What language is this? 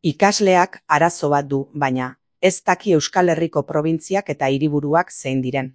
Basque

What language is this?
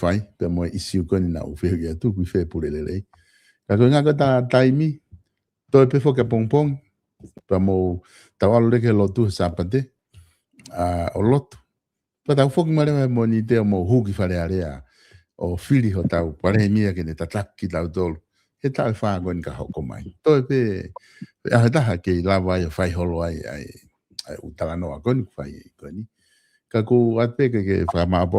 Tongan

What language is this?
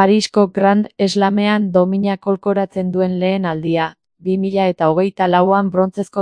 Basque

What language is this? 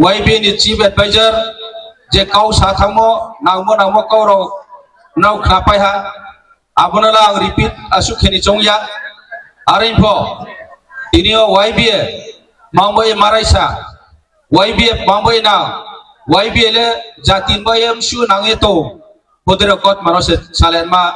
Riang (India)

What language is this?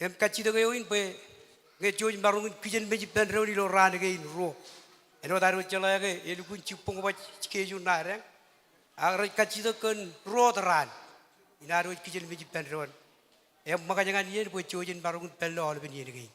Marshallese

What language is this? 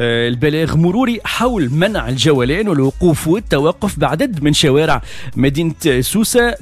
Tunisian Arabic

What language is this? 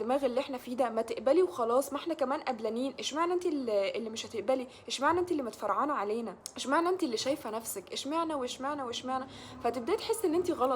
Egyptian Arabic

